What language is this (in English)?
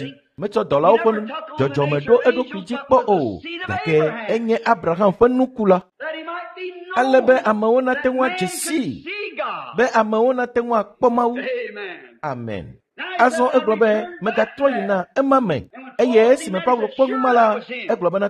Ewe